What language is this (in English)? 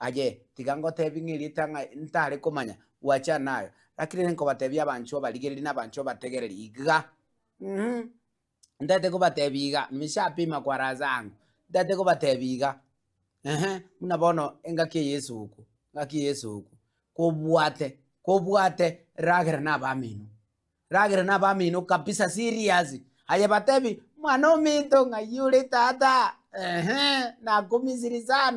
Gusii